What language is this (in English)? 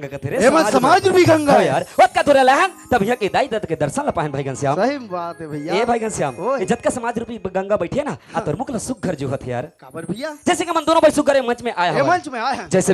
Chhattisgarhi